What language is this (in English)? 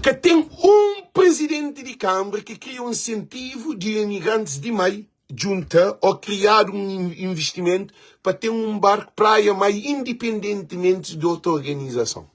Kabuverdianu